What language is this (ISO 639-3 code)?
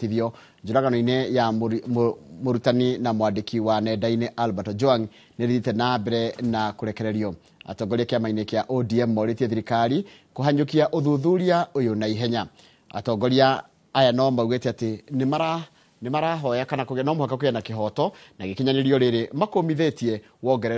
kik